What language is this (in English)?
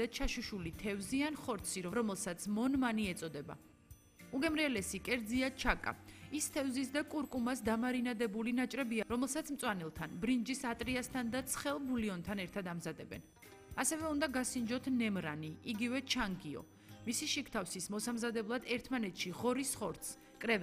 Georgian